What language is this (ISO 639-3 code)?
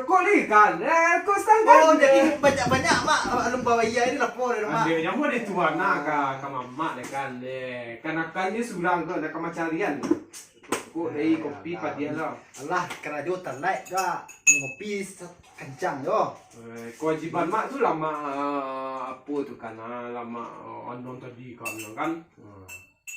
min